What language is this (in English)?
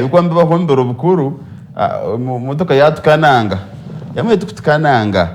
Nyankole